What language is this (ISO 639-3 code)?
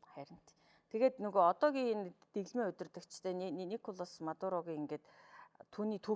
mon